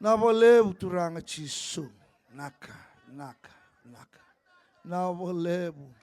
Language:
Fijian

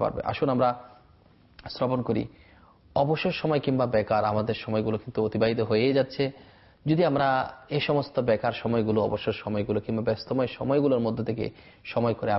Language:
Bangla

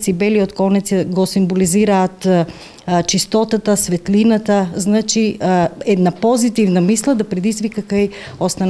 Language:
Macedonian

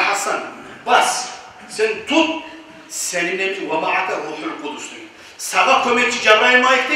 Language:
Kumyk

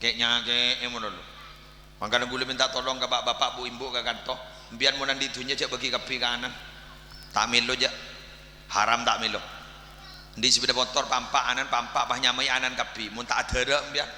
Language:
Madurese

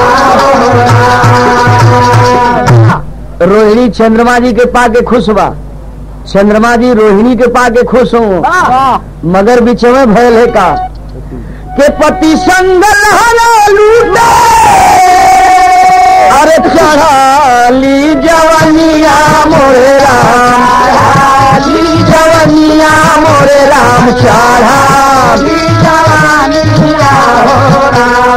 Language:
Bhojpuri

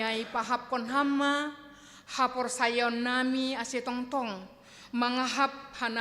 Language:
Batak Simalungun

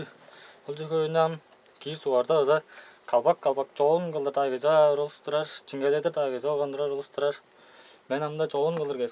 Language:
Tuvinian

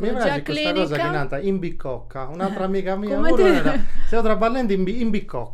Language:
Sardinian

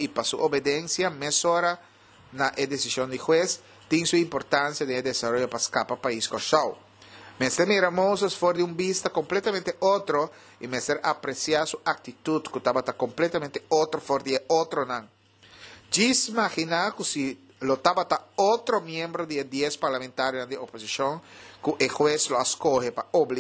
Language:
Papiamento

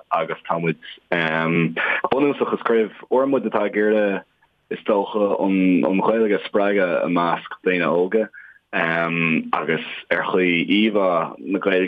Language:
Irish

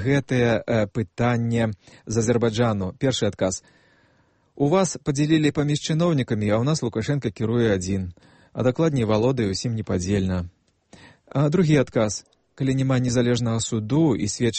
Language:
Belarusian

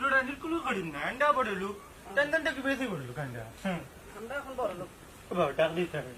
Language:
Sylheti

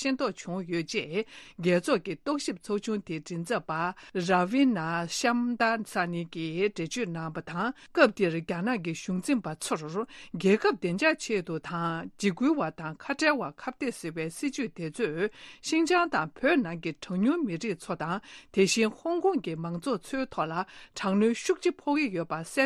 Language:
Tibetan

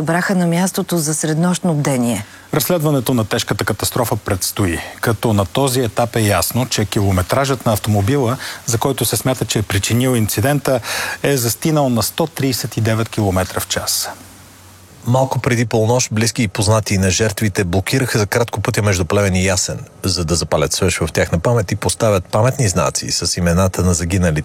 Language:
Bulgarian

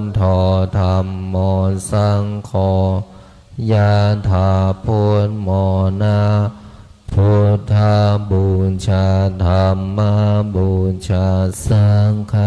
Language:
Pali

